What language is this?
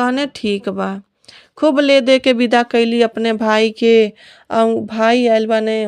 Bhojpuri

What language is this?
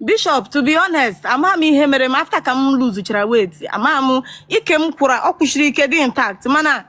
Igbo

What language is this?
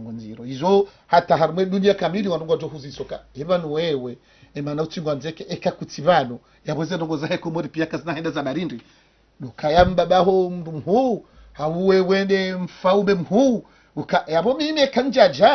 Ngazidja Comorian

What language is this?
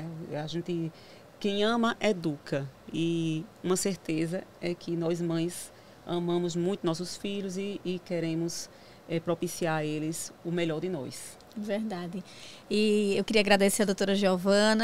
Portuguese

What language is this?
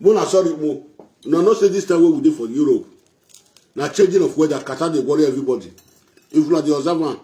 Nigerian Pidgin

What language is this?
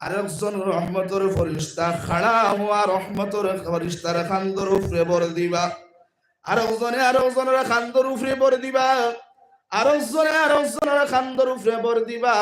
Sylheti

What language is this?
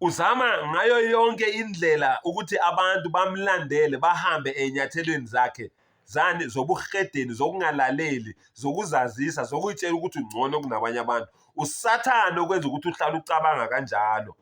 Zulu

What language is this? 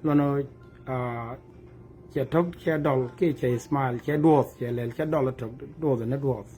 Nuer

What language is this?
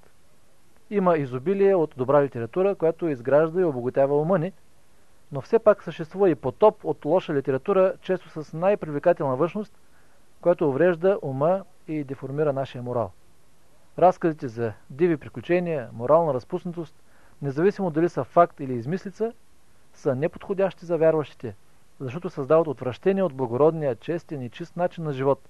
Bulgarian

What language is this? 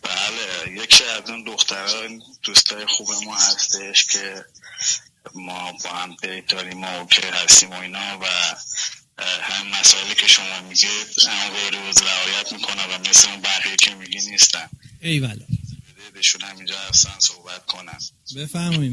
Persian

